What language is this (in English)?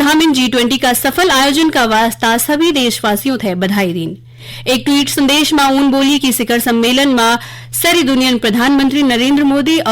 Garhwali